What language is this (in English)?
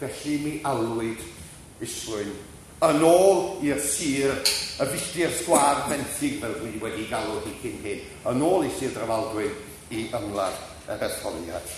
Welsh